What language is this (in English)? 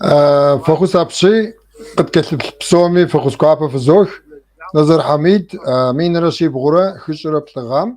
Kabardian